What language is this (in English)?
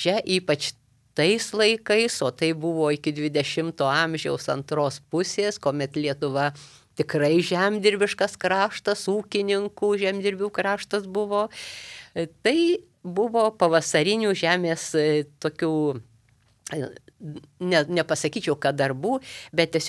Lithuanian